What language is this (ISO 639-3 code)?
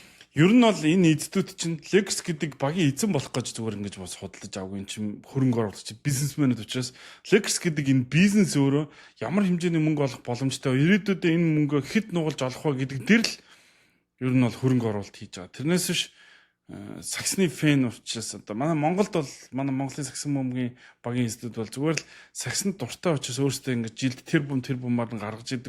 mon